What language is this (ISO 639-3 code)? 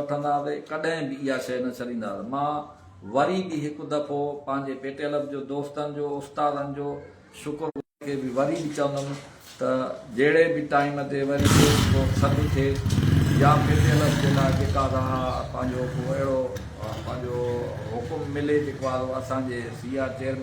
snd